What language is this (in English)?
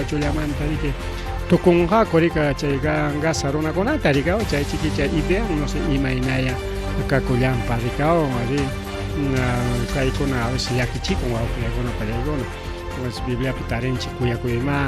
Ayacucho Quechua